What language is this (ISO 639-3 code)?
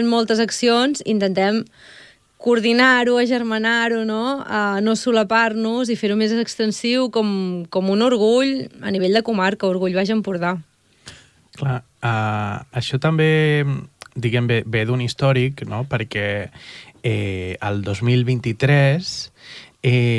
cat